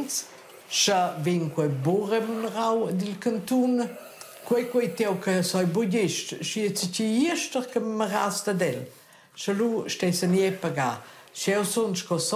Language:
Romansh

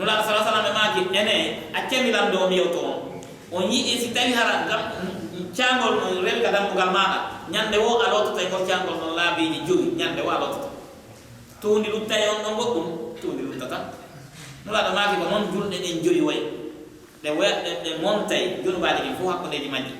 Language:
Pular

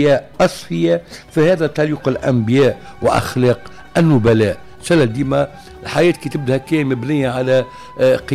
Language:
Tunisian Arabic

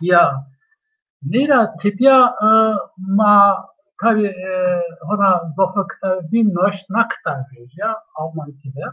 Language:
Zaza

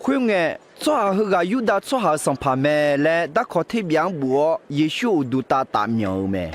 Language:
Akha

